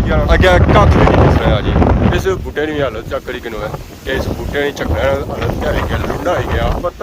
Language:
Pahari-Potwari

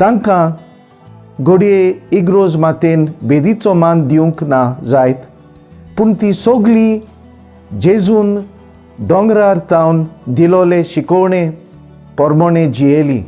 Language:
Konkani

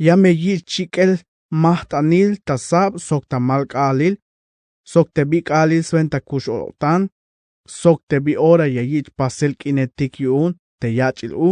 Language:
Tzeltal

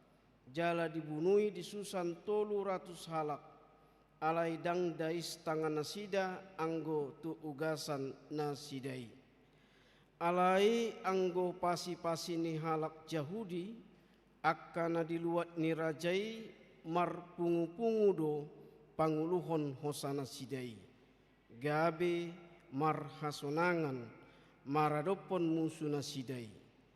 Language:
Batak Toba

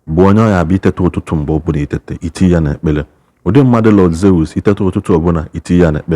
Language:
Igbo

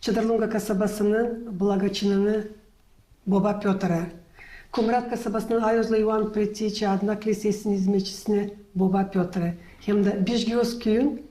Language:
Gagauz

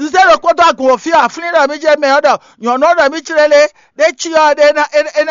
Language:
Fon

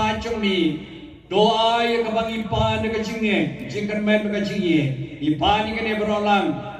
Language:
Khasi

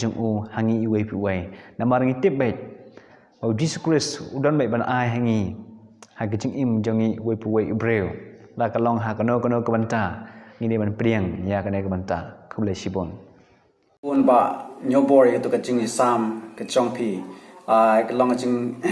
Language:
Khasi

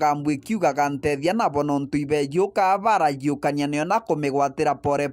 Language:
Meru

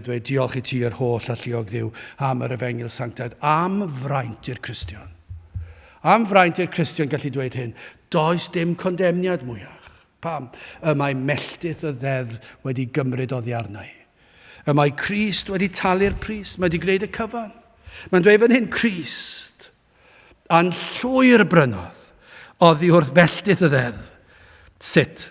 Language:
Welsh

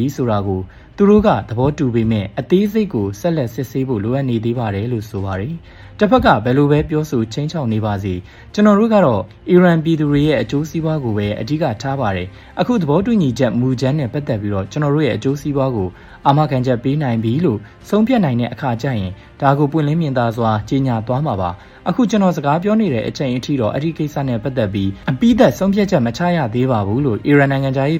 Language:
Burmese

